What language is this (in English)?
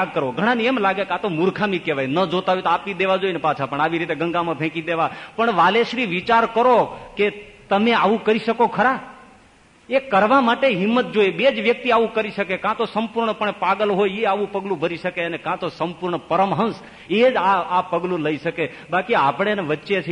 Gujarati